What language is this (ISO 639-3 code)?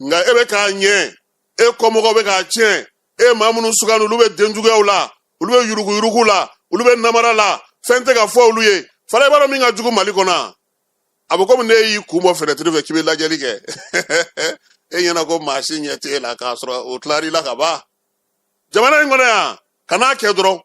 bam